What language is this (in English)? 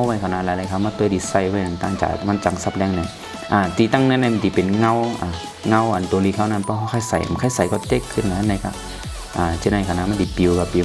Shan